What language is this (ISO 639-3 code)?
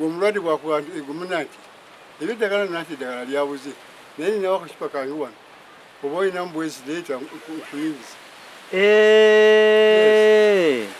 lug